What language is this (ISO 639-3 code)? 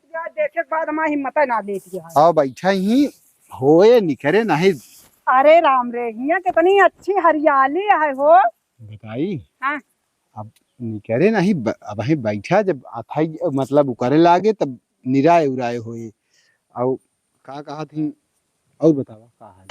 awa